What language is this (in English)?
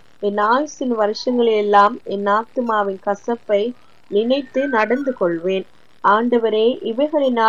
Tamil